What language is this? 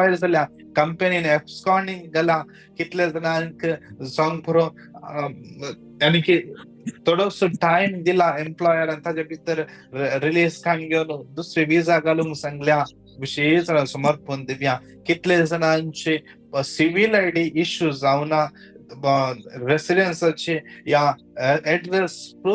Konkani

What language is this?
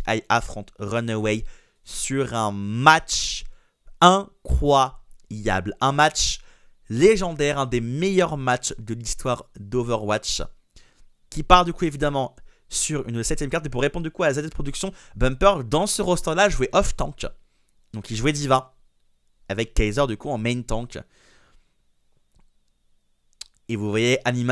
French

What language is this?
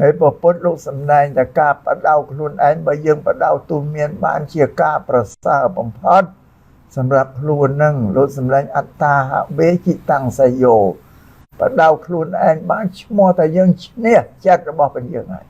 Khmer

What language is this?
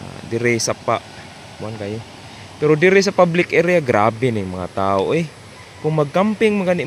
Cebuano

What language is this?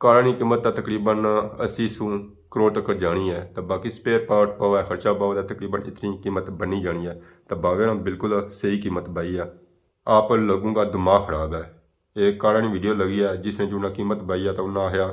Pahari-Potwari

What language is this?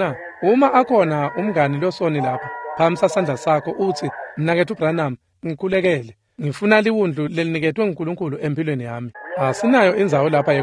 Swati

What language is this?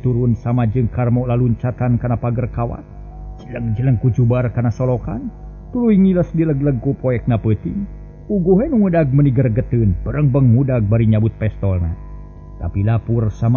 Sundanese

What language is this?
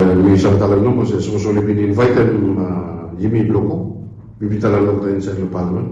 Bislama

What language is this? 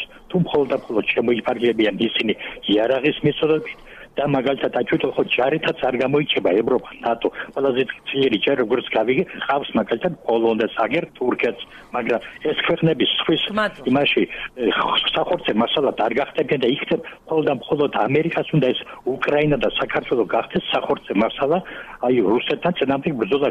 Georgian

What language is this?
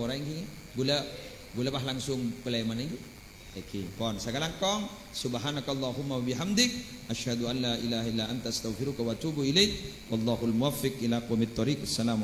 Madurese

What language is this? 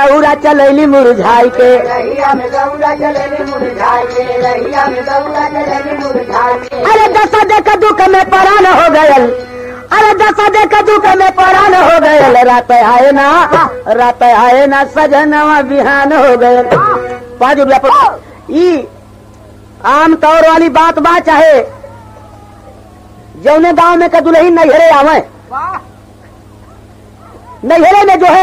Bhojpuri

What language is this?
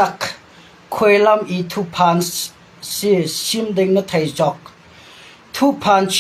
Hakha Chin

